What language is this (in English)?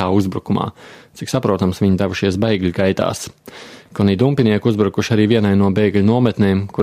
Latvian